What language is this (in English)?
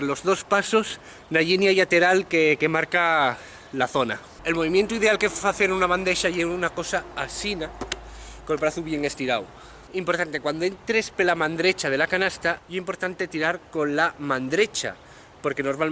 Asturian